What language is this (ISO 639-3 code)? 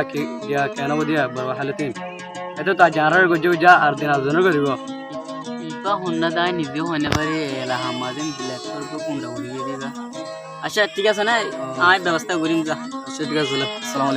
rhg